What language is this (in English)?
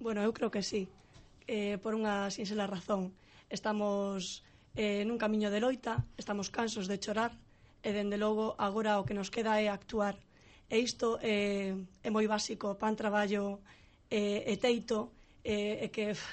Galician